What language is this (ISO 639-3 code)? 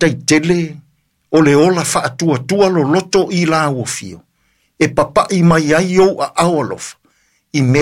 smo